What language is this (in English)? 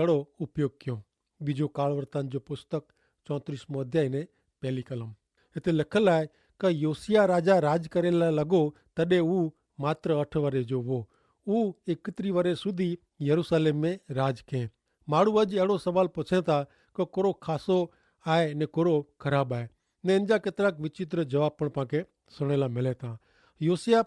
Kachhi